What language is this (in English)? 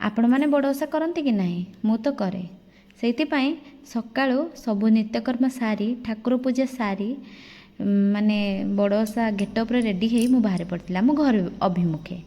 Odia